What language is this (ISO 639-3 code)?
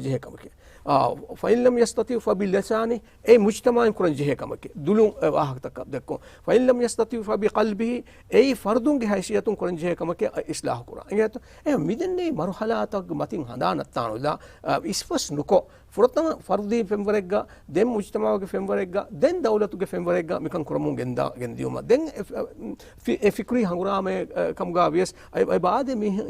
div